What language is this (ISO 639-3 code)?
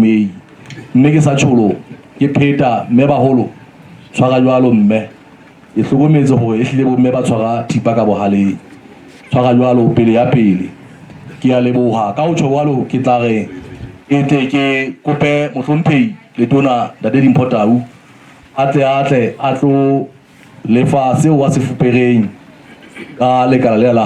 sot